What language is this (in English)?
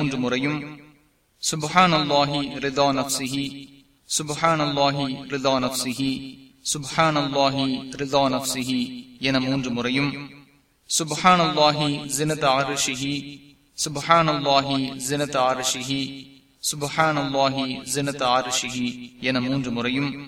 Tamil